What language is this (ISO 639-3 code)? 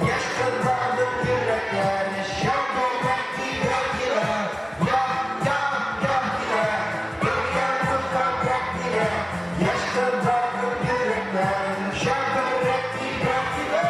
bak